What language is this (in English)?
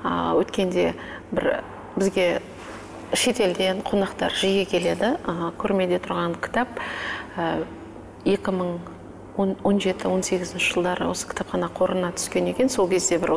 Kazakh